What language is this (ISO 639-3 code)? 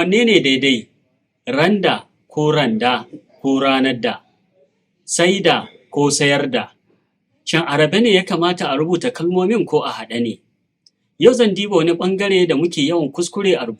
hau